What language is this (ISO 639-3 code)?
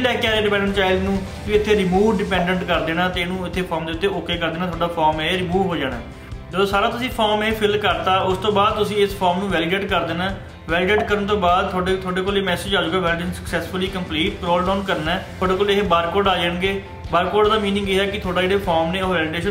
pan